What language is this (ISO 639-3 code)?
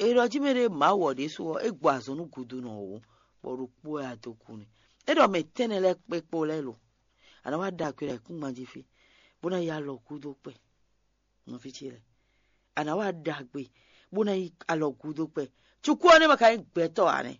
fon